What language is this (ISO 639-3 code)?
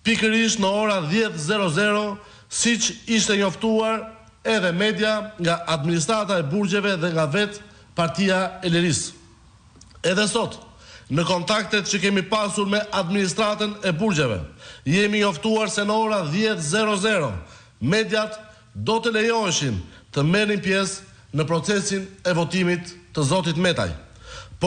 sqi